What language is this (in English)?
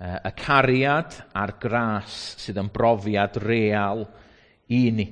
Welsh